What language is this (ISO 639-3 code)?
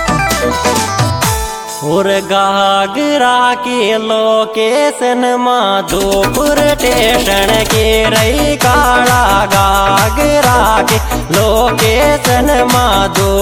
bho